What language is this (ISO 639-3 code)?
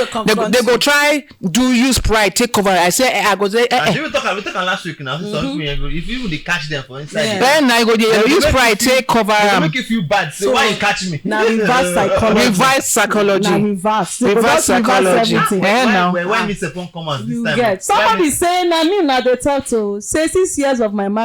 pcm